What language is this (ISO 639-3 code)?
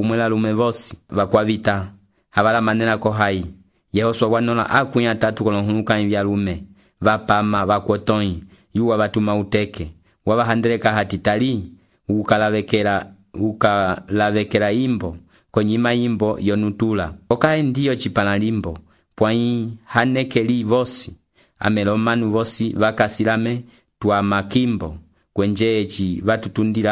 umb